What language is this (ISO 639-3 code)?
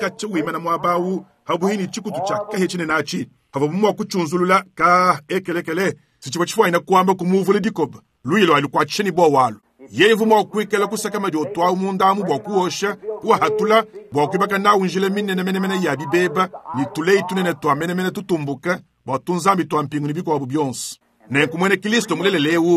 lua